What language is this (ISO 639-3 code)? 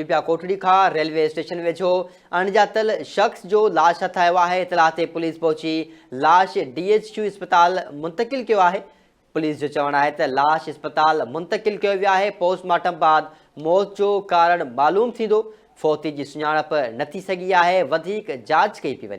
snd